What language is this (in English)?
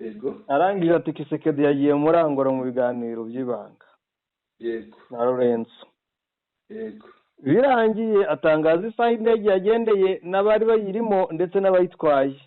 Kinyarwanda